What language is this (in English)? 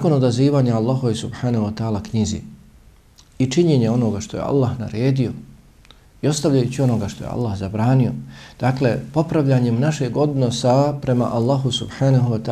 Bosnian